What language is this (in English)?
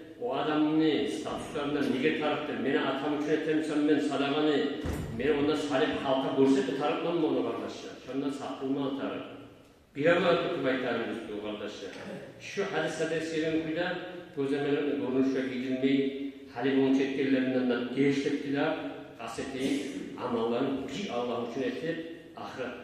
Kumyk